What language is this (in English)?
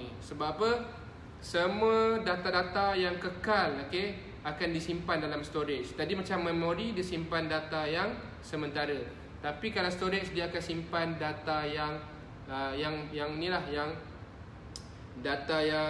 Malay